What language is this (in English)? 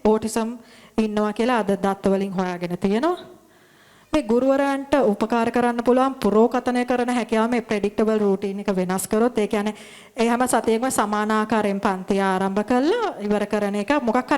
Sinhala